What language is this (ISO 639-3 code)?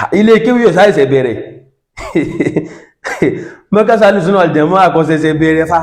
yor